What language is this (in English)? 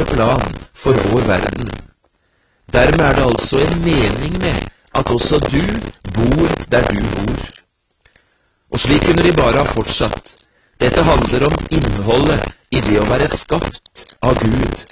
Norwegian